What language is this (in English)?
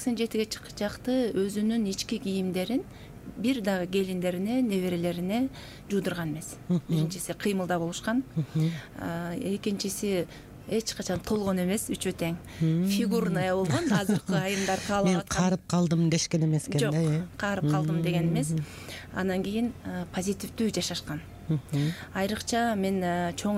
Kyrgyz